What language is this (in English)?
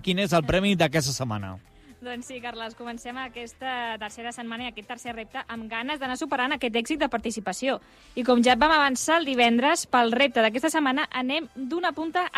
Catalan